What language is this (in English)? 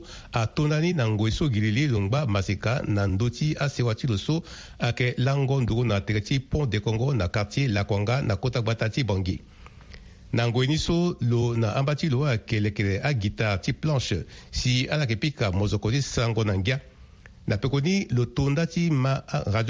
Sango